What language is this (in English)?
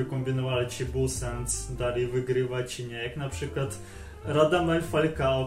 Polish